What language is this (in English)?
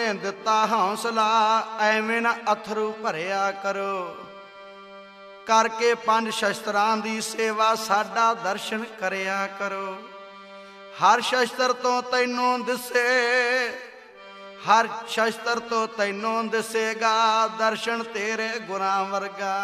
Punjabi